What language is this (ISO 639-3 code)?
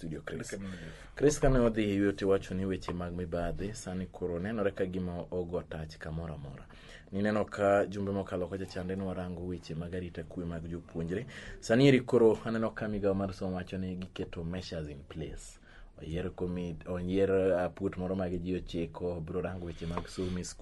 luo